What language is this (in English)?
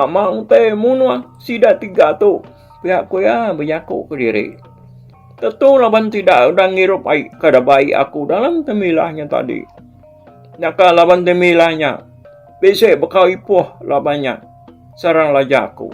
Iban